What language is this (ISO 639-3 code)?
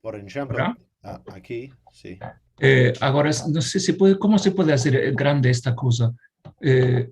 lad